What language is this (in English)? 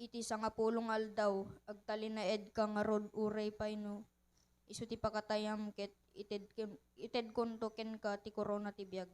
Iloko